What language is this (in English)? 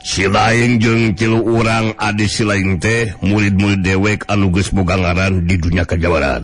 Sundanese